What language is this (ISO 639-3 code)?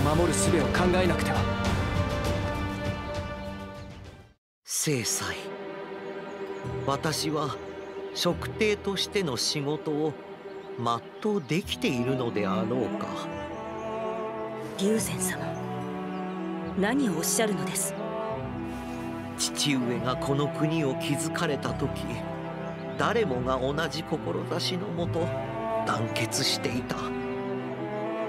jpn